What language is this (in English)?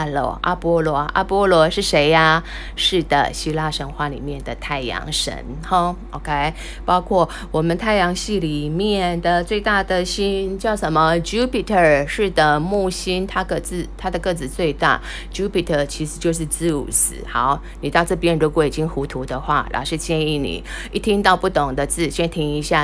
Chinese